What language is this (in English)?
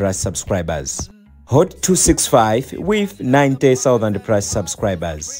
Nyanja